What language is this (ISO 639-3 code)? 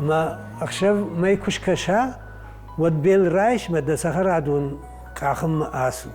oss